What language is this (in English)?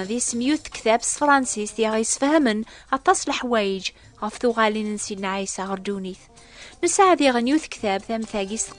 Kabyle